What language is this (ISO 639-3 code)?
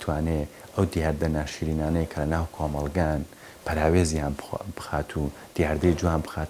ckb